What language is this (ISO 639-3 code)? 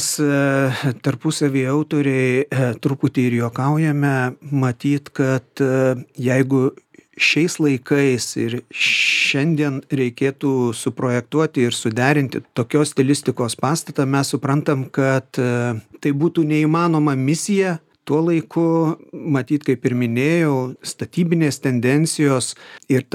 lit